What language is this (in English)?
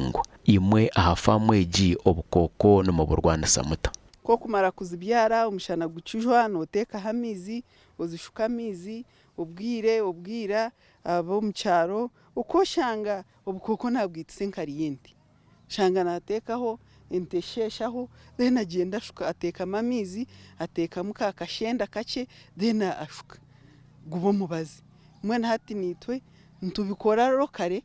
Nyankole